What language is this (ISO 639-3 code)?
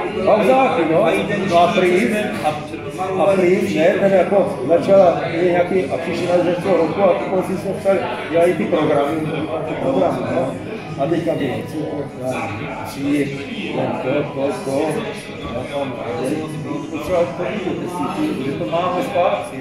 ces